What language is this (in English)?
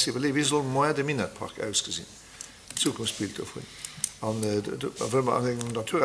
Luxembourgish